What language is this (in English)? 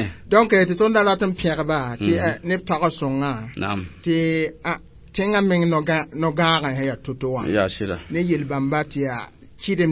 Mossi